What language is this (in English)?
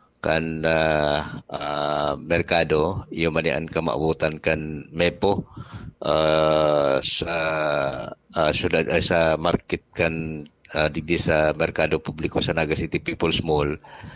Bikol